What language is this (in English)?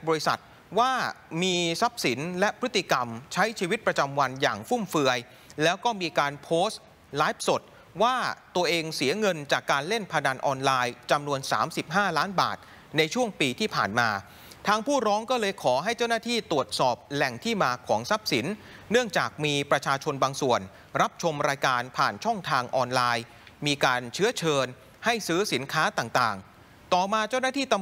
Thai